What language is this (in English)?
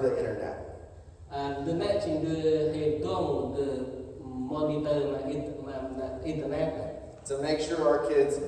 Central Mnong